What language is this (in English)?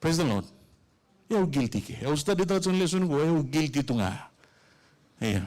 Fijian